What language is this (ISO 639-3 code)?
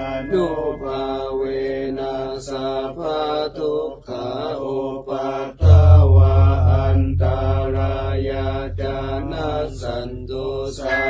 pli